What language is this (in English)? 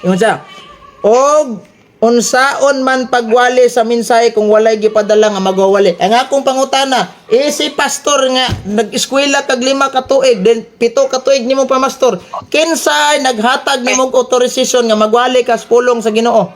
Cebuano